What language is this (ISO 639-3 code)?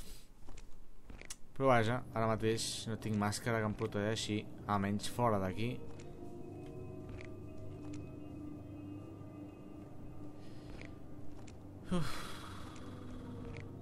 cat